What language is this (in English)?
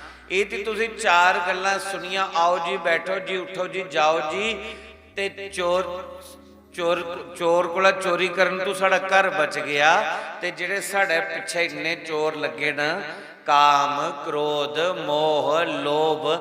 Dogri